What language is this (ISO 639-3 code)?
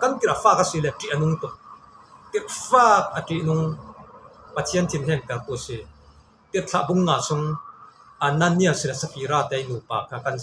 cfm